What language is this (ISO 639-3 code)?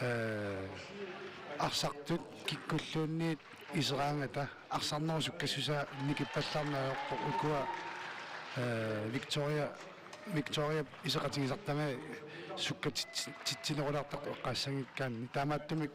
kal